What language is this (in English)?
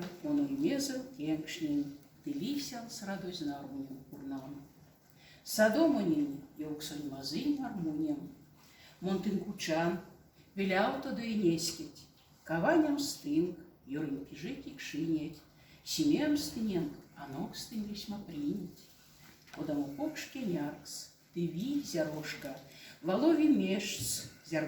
Erzya